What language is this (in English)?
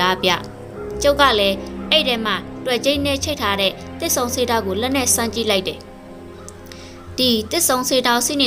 Burmese